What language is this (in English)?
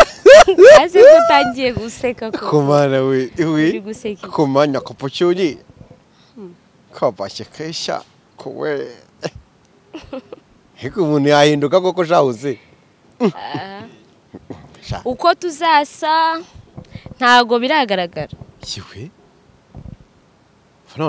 Kinyarwanda